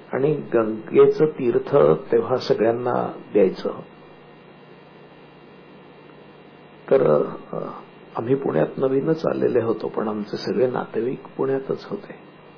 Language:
Marathi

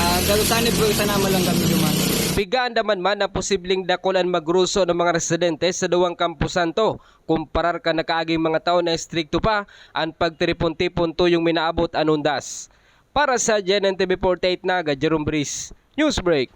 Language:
Bikol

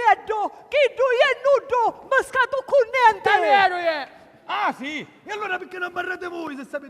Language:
Sicilian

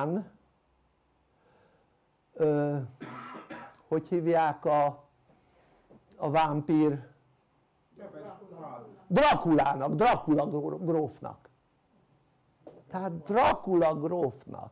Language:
Hungarian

